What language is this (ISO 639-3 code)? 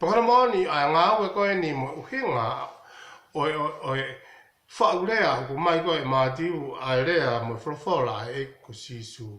ton